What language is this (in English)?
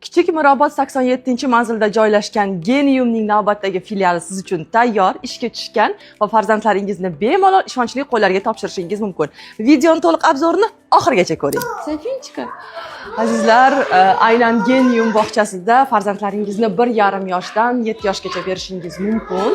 Uzbek